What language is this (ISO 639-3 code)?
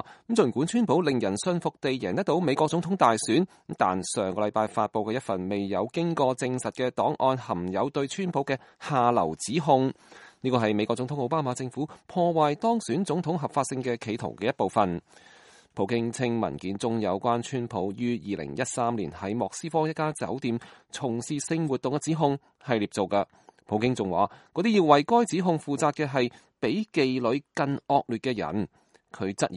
yue